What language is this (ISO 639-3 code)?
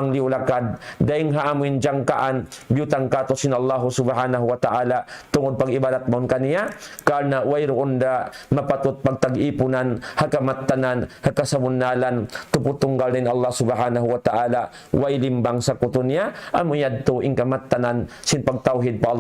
tsg